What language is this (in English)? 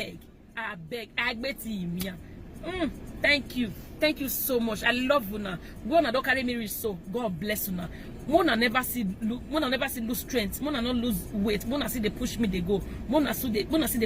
Nigerian Pidgin